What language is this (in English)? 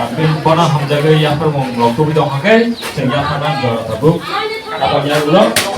Kok Borok